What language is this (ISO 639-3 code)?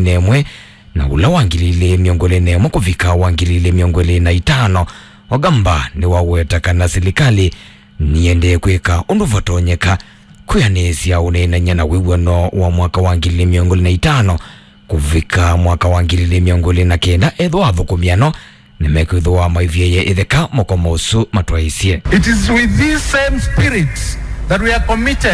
kam